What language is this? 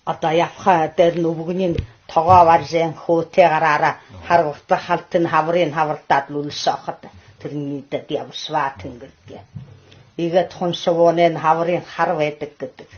Buriat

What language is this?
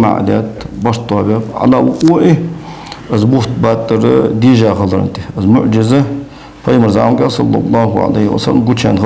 Ingush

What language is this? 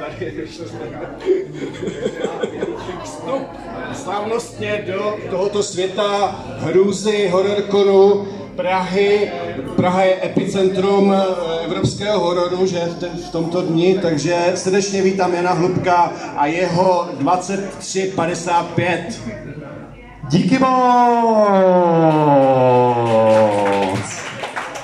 Czech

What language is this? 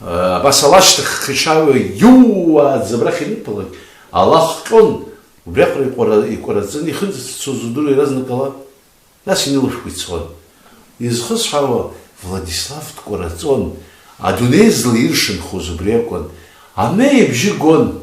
Abkhazian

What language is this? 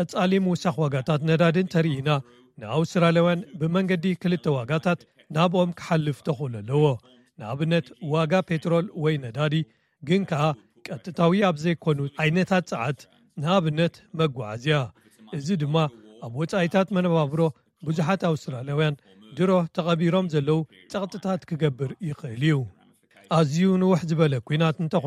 Tigrinya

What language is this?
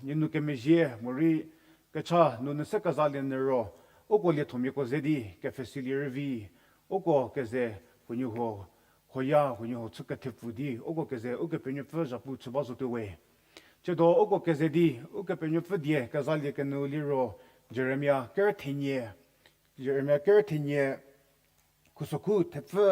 Angami Naga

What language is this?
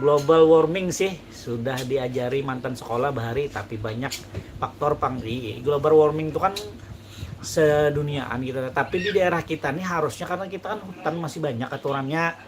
Banjar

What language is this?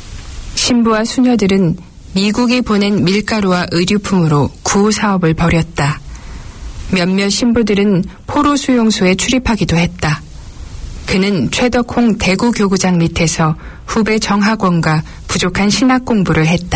Korean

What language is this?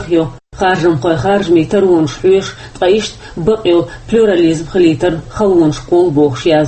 Chechen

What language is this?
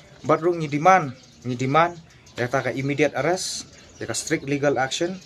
Khasi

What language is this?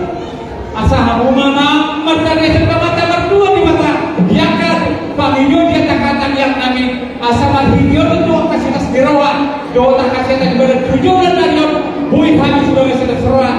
Batak Toba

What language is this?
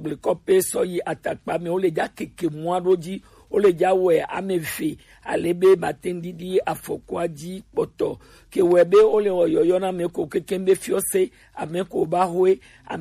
Gen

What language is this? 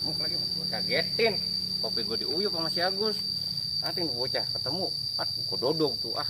Betawi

